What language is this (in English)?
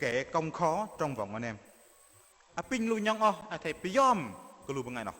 Bahnar